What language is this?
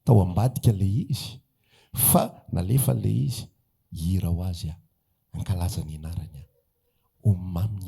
Malagasy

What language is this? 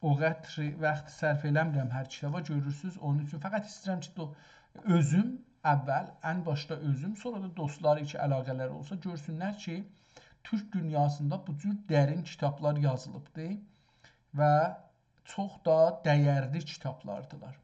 South Azerbaijani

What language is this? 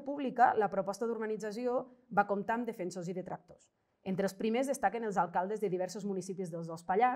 Catalan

